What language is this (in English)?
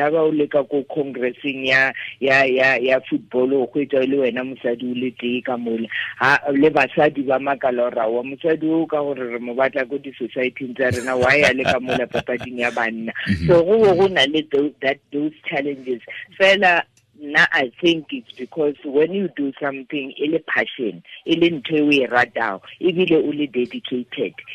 Tswana